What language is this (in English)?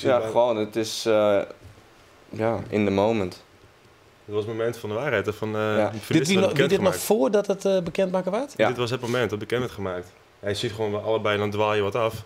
Western Frisian